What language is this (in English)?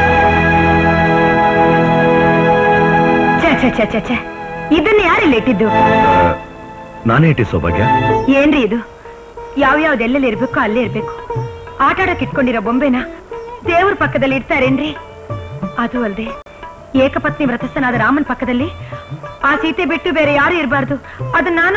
Kannada